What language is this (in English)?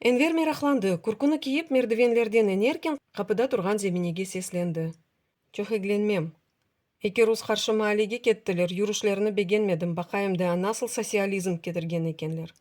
Crimean Tatar